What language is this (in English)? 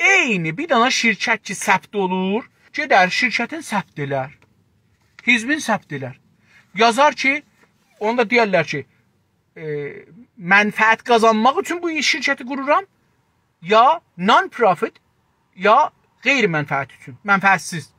South Azerbaijani